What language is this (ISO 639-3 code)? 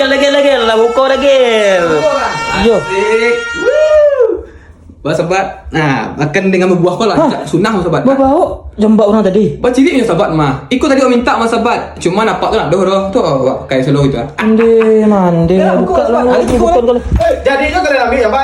min